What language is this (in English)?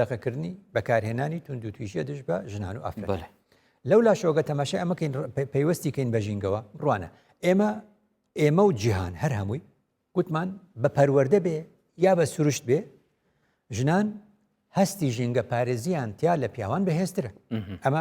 Central Kurdish